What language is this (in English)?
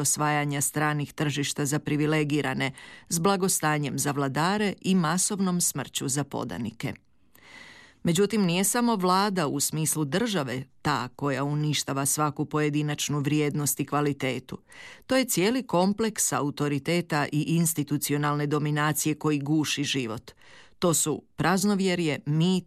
Croatian